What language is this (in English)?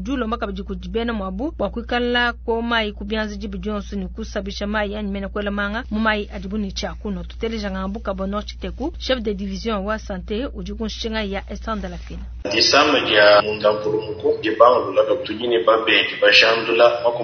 Luba-Lulua